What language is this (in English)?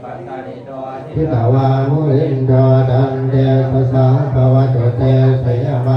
Pali